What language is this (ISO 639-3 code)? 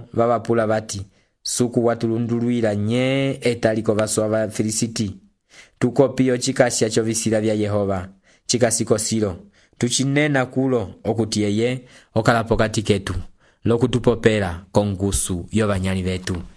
umb